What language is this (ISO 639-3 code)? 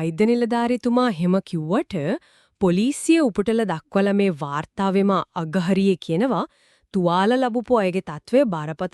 sin